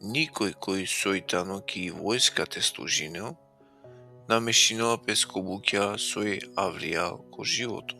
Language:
Balkan Romani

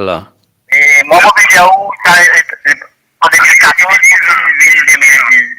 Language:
Morisyen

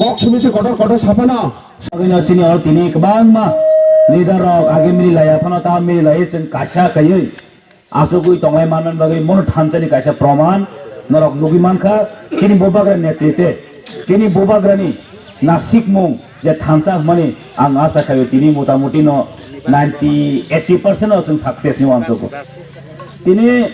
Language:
Kok Borok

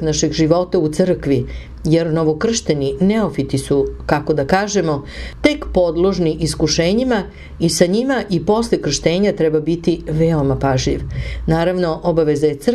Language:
Serbian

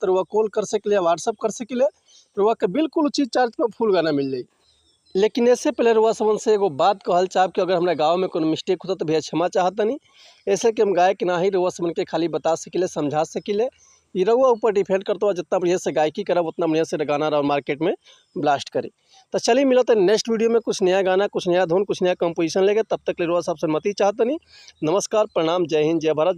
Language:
Bhojpuri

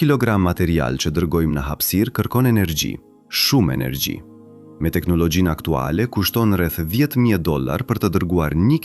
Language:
Albanian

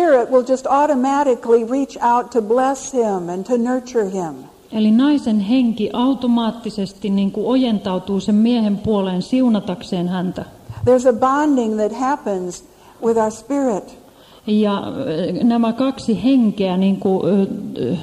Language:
Finnish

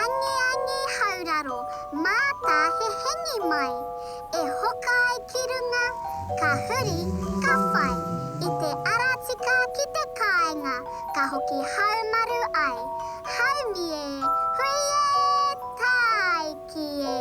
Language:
Māori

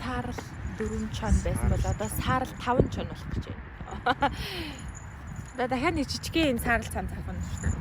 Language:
Mongolian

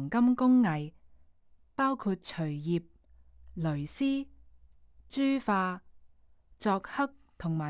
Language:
Cantonese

